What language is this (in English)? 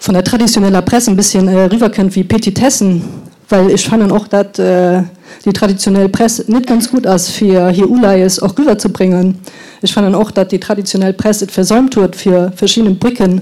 Luxembourgish